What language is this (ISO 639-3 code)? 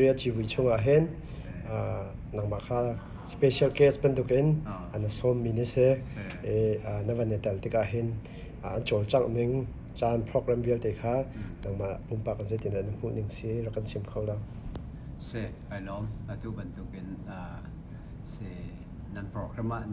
cnh